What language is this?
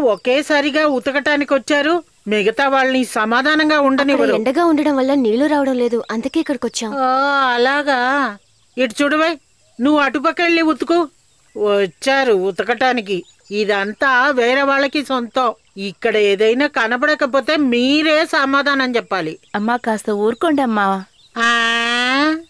Telugu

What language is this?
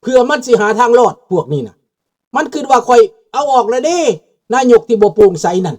Lao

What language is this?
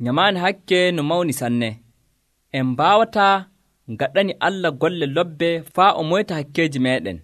Nigerian Fulfulde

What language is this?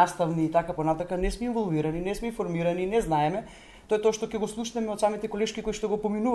Macedonian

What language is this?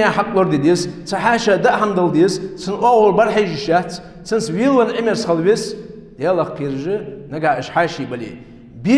Ingush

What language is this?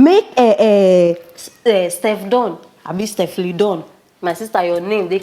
Nigerian Pidgin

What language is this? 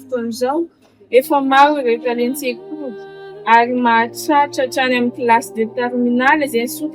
Malagasy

